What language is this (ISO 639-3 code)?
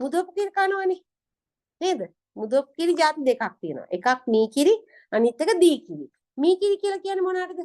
sin